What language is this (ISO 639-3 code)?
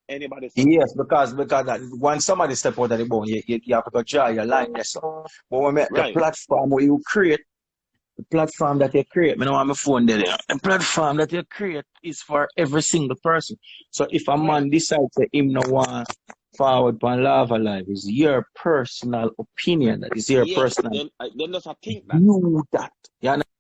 jam